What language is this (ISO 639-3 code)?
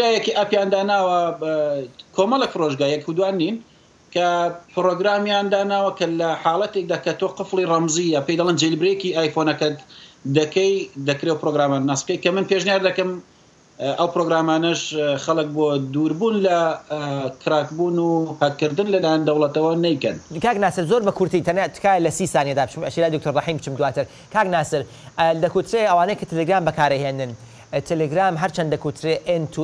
ckb